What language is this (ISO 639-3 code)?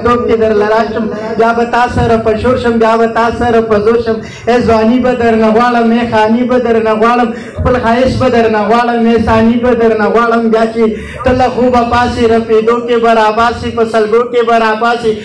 pus